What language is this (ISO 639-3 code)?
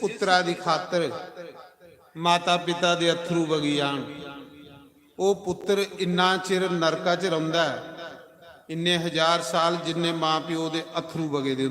doi